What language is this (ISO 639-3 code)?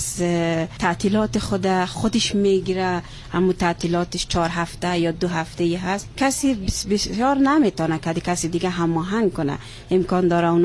fas